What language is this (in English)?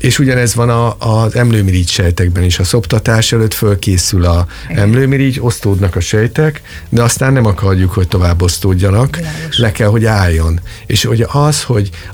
Hungarian